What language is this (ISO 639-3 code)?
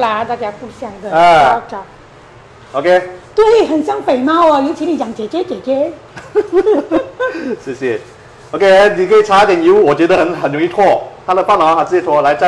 zho